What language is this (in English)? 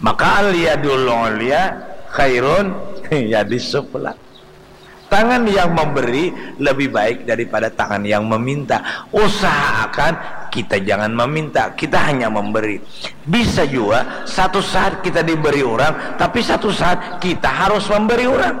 Banjar